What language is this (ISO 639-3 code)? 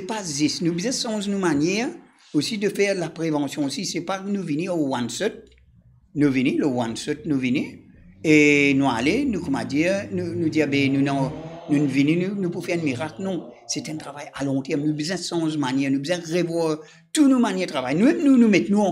mfe